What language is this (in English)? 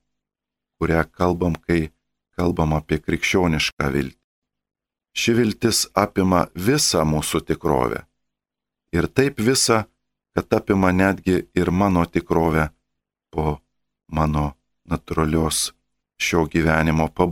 Lithuanian